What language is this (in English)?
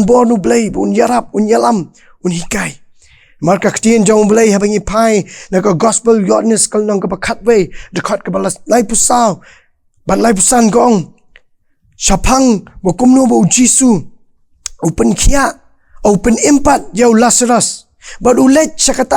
Khasi